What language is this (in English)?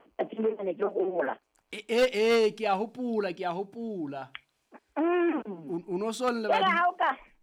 Southern Sotho